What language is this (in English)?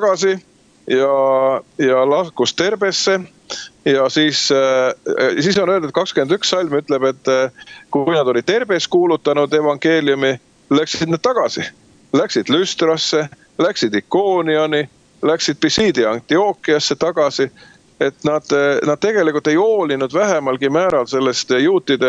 Estonian